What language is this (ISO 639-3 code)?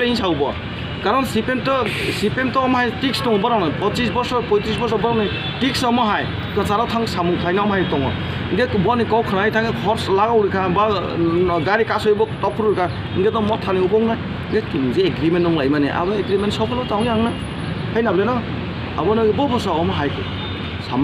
trp